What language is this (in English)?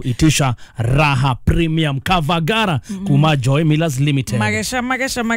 Kikuyu